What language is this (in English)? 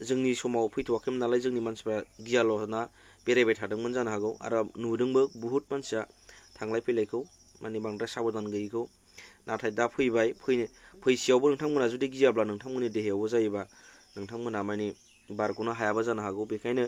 Bodo